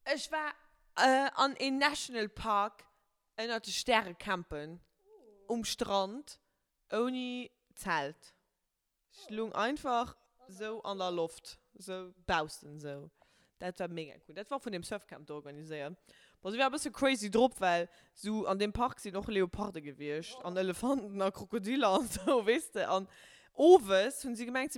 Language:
Luxembourgish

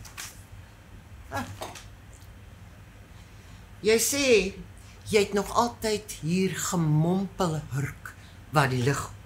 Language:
Afrikaans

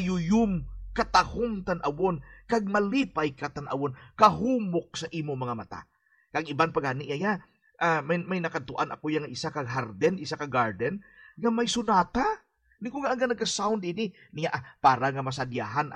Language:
Hiligaynon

